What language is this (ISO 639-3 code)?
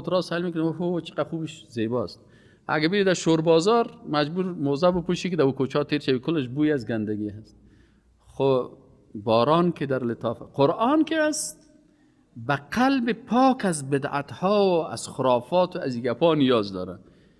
fas